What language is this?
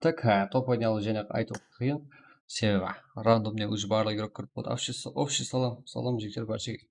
Kara-Kalpak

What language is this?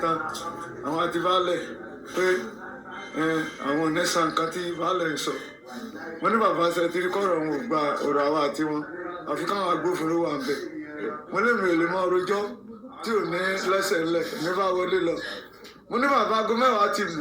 Yoruba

